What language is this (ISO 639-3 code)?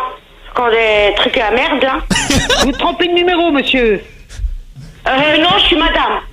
fra